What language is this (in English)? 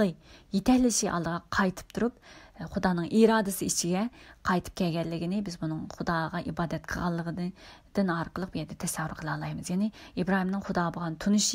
Uyghur